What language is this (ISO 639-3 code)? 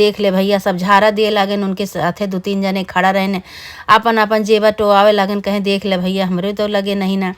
awa